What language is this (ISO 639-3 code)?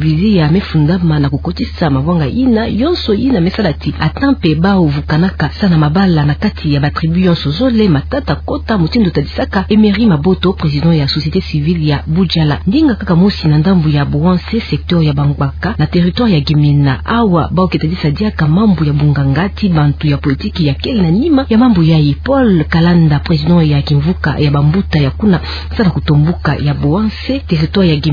ktu